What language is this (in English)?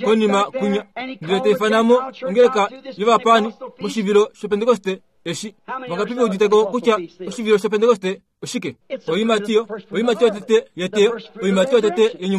Kuanyama